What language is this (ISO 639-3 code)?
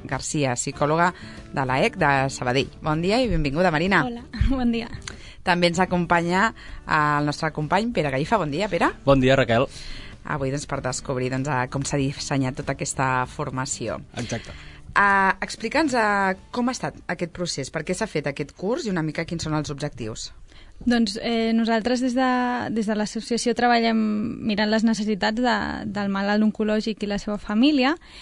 cat